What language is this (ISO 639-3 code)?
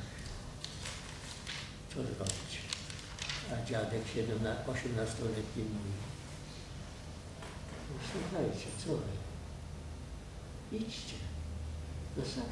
pol